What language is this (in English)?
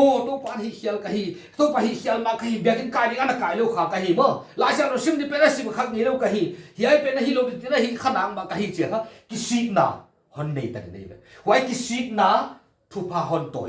Paite Chin